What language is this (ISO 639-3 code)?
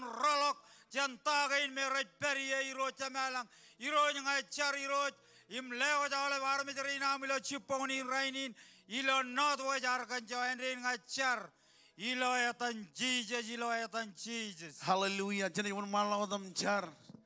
mah